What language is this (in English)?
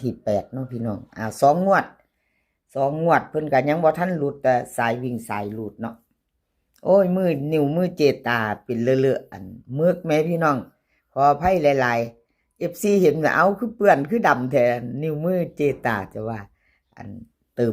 Northeastern Thai